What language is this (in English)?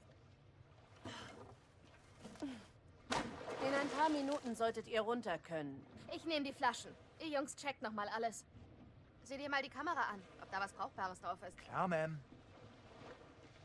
German